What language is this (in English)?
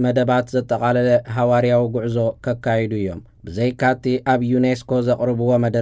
Tigrinya